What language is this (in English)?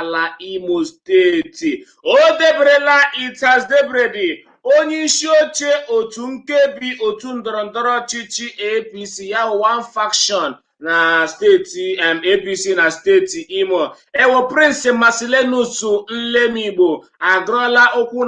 Igbo